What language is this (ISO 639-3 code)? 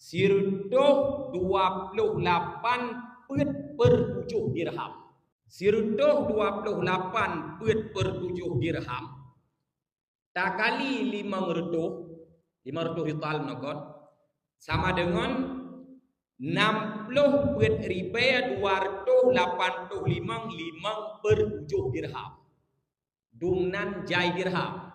ace